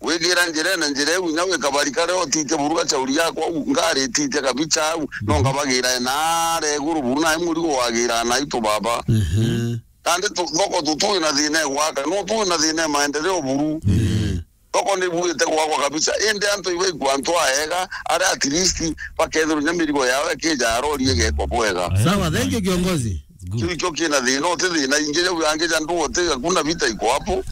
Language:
Meru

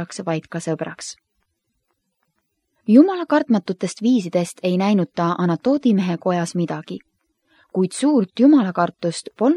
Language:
Estonian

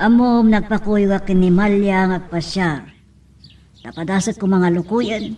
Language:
Iloko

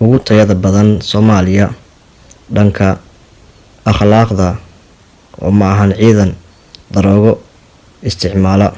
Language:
Somali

